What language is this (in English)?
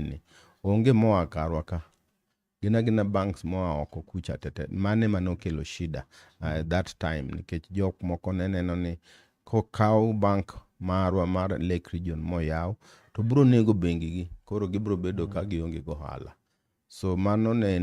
Luo (Kenya and Tanzania)